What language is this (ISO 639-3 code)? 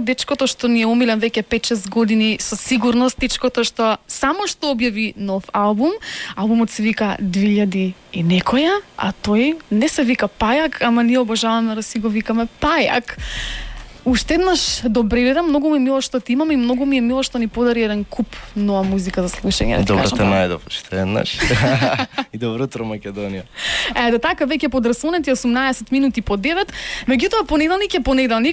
mkd